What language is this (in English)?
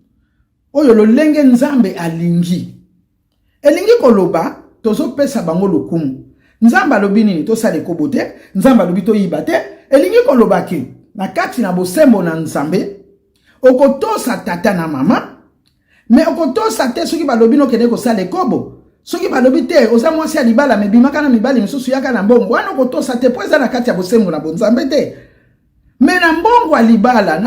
Lingala